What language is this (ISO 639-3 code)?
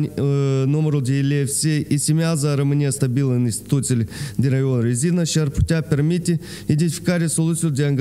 ron